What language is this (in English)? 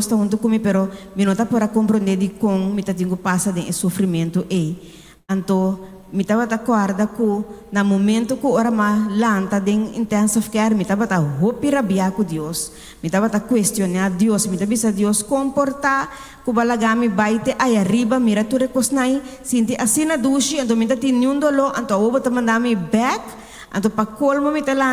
Papiamento